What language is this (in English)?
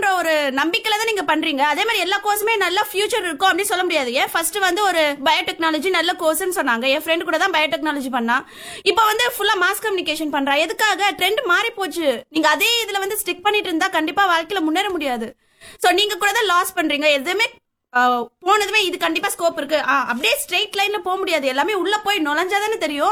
Tamil